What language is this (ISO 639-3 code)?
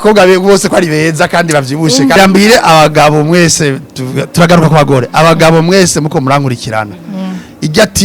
run